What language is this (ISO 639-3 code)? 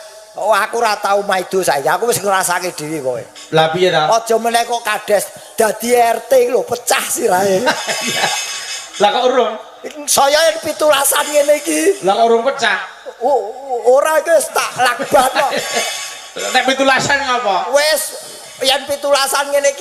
jav